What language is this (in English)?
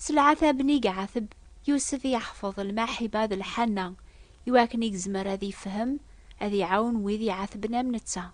Kabyle